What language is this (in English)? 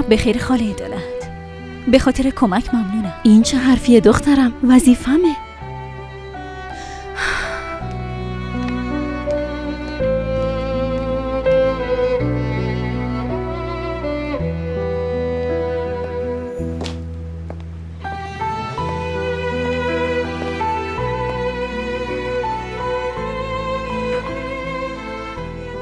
Persian